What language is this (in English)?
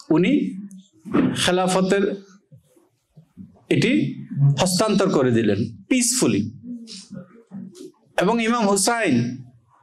Bangla